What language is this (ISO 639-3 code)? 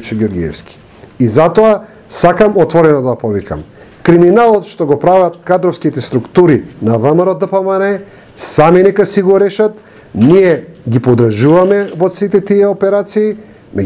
mkd